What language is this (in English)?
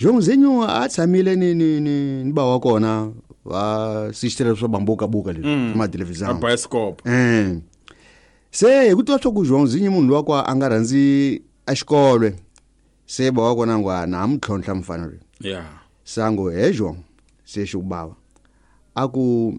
Tsonga